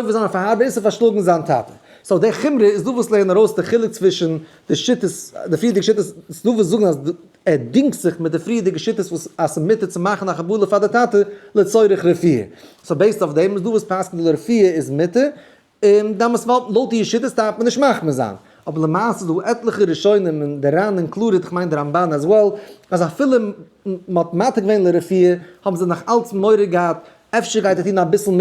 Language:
Yiddish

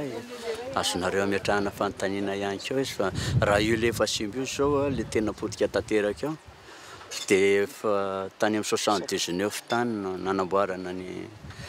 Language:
Malagasy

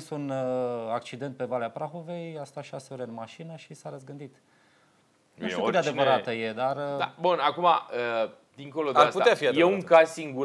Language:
Romanian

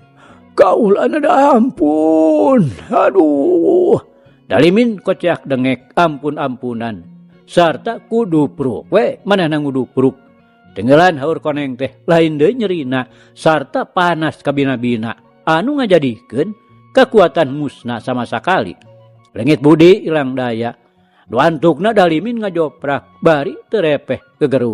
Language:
Sundanese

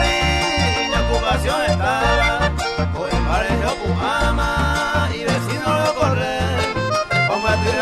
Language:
Guarani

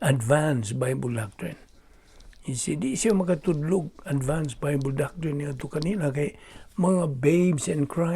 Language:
Cebuano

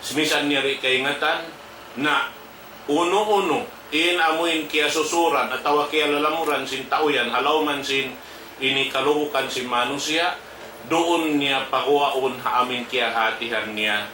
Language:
Tausug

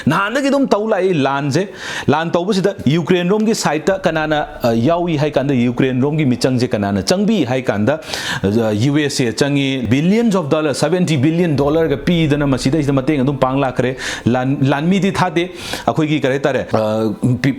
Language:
Manipuri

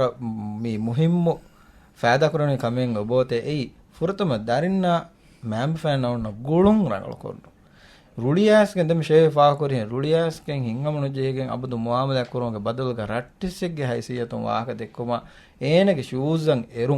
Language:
Divehi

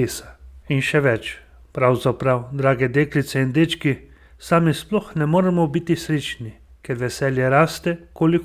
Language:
Slovenian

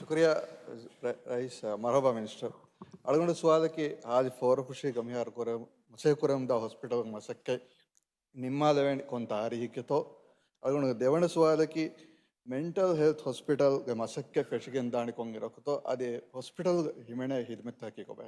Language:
Divehi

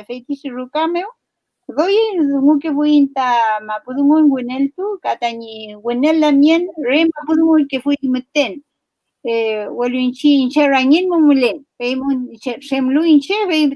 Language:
Mapuche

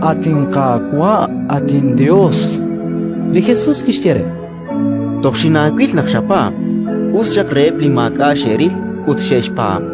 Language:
Kekchí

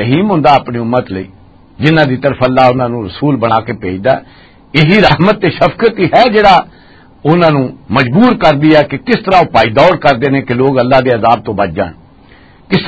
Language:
Western Panjabi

